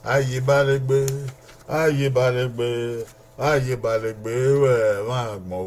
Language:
Bini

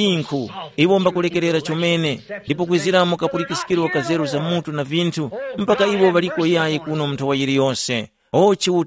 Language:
Tumbuka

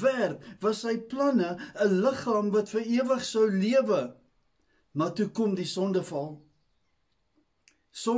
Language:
Afrikaans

